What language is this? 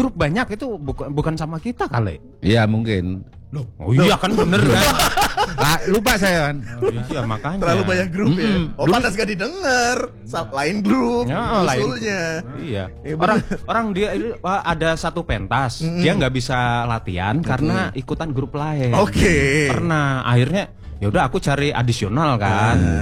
Indonesian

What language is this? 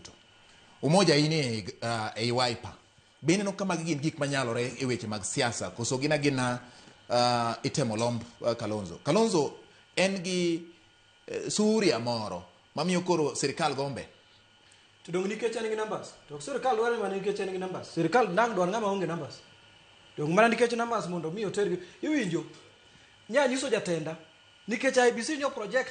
Luo (Kenya and Tanzania)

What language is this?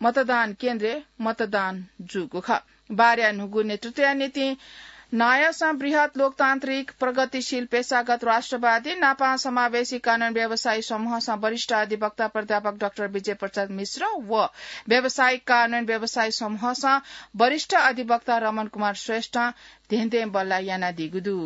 Newari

